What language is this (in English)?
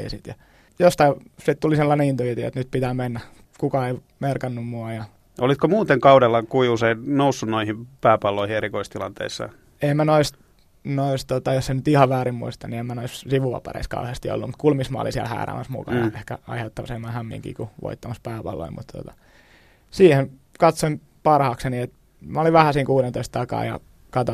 Finnish